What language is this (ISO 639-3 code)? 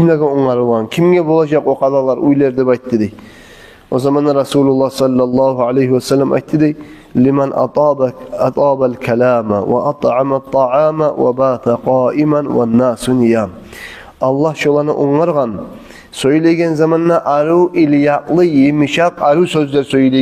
kum